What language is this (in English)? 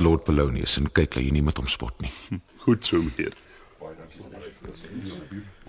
Afrikaans